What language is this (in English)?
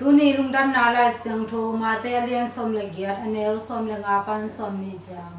Tedim Chin